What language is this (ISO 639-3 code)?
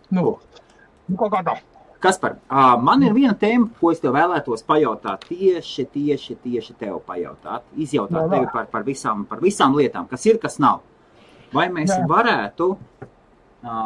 lav